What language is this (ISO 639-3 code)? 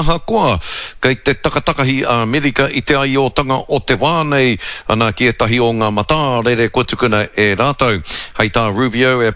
mri